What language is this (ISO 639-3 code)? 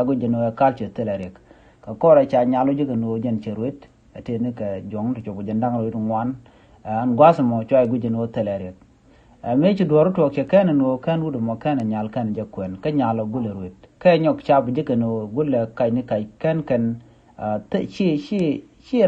nus